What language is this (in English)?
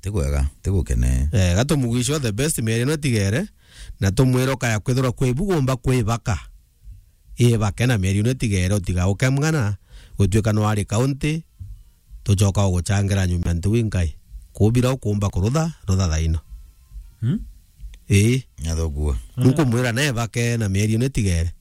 Meru